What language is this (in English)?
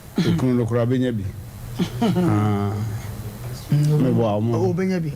Akan